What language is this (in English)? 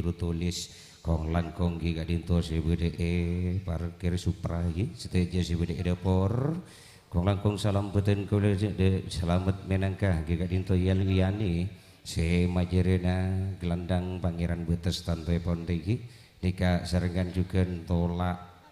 Madurese